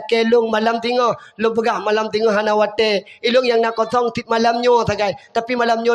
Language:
Achinese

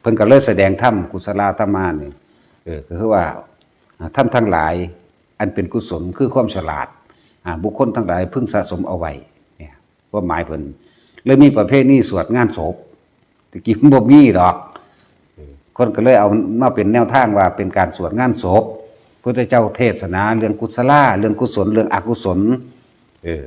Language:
Northeastern Thai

